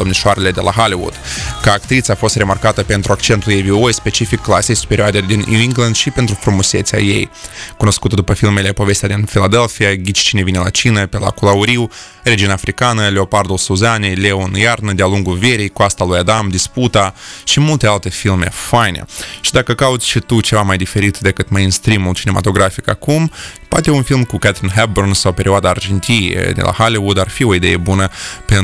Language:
Romanian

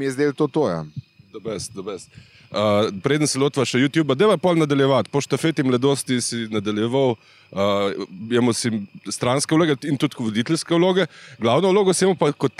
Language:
Slovenian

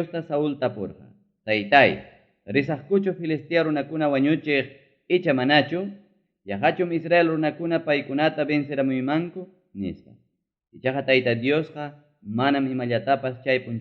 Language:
Ayacucho Quechua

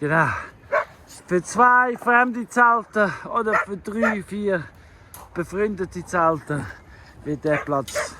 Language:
Swiss German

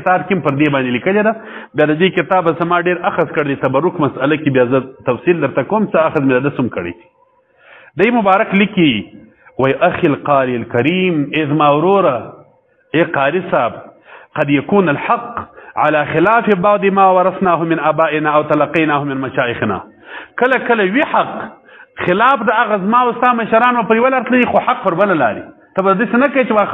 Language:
Pashto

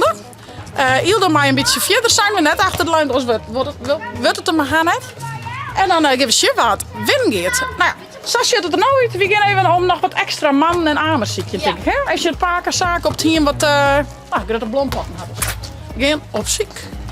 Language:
Western Frisian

